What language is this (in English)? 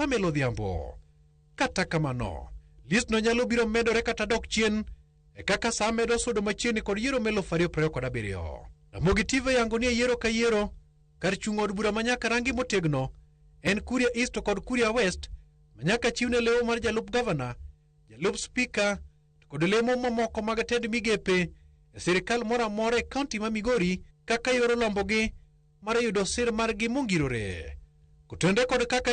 Luo (Kenya and Tanzania)